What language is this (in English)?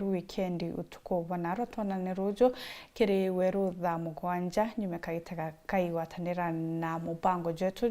Meru